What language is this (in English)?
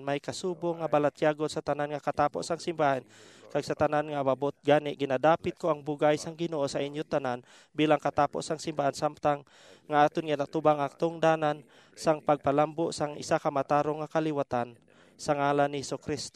Hiligaynon